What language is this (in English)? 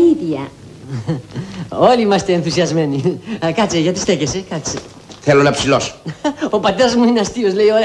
Greek